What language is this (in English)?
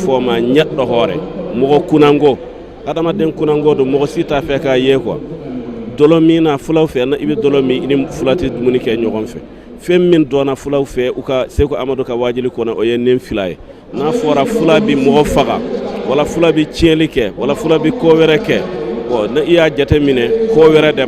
Bambara